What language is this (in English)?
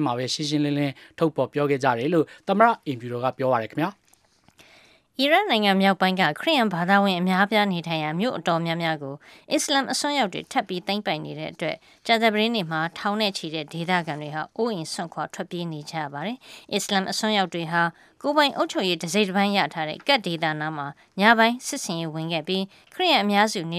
Burmese